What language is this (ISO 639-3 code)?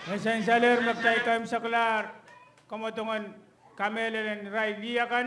pon